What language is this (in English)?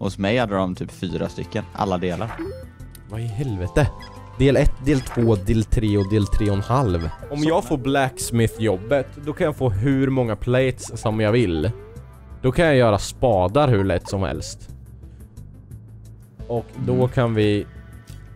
Swedish